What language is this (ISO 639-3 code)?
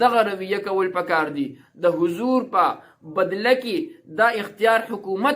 pus